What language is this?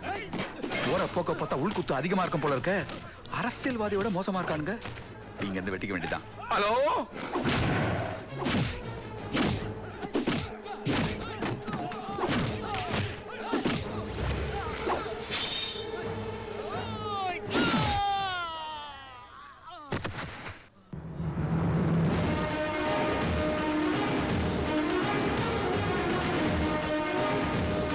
Tamil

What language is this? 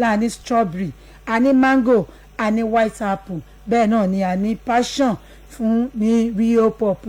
Yoruba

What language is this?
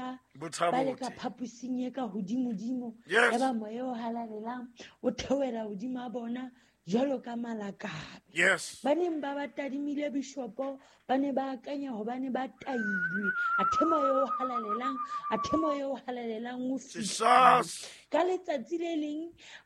Southern Sotho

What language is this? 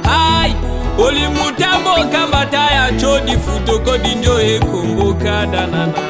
Tetela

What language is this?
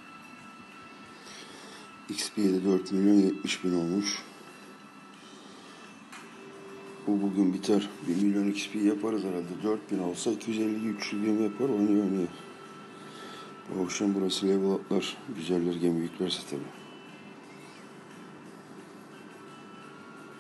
Turkish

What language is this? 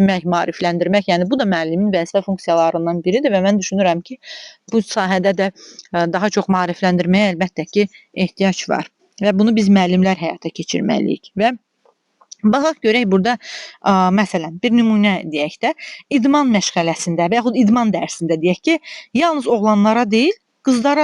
Azerbaijani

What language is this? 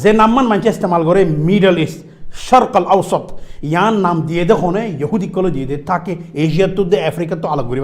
Rohingya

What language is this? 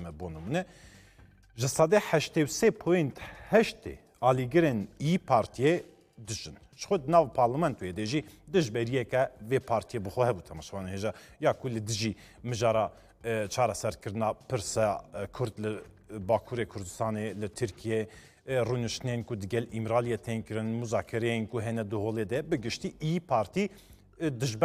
Kurdish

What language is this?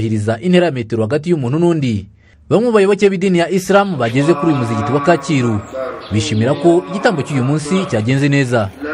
Kinyarwanda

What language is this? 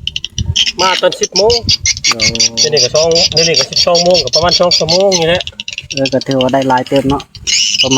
Northeastern Thai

